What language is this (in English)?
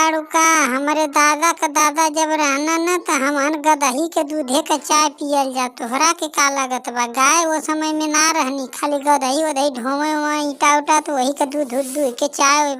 Bhojpuri